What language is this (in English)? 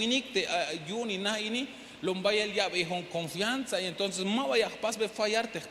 Tzeltal